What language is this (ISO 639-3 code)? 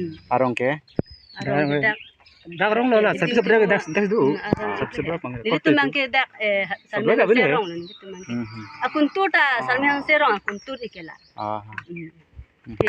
mjw